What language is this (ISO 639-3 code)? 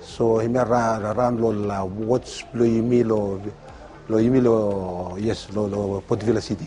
bis